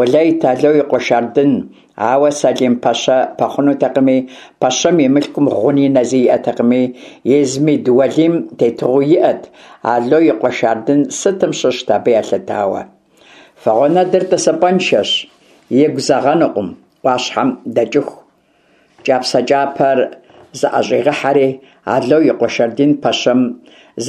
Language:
Kabardian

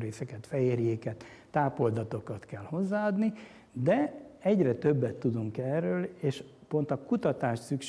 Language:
Hungarian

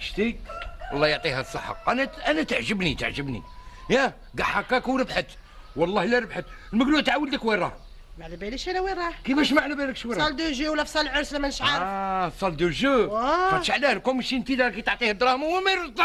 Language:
Algerian Arabic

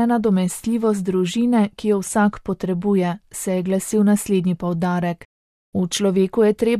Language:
Slovenian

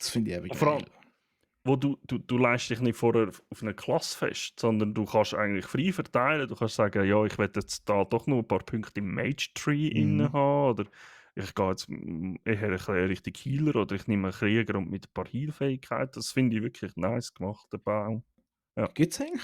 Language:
Swiss German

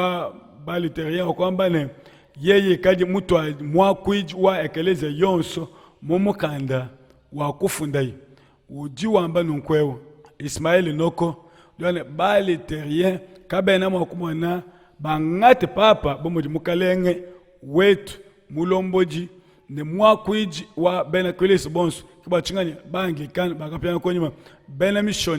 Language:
Luba-Lulua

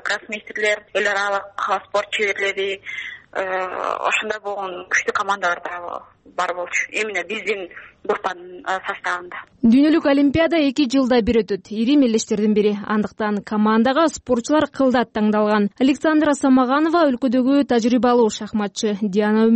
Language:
Kyrgyz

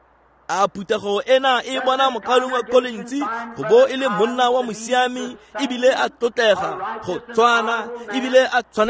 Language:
Tswana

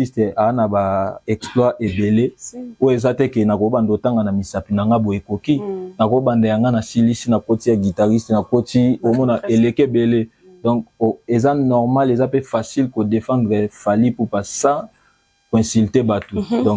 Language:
Lingala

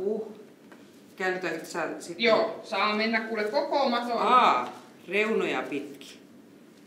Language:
Finnish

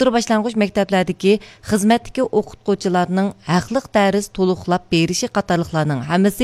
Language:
Uyghur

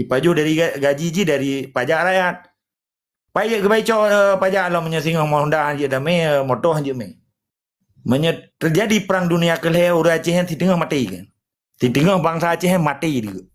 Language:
Achinese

